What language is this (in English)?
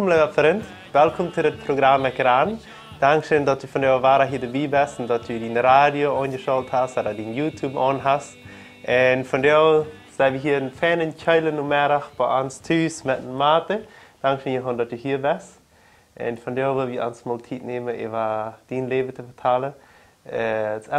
Plautdietsch